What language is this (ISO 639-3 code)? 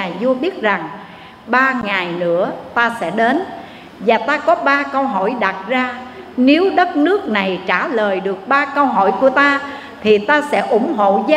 vie